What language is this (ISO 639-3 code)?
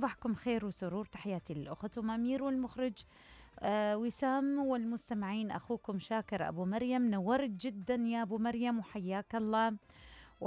acm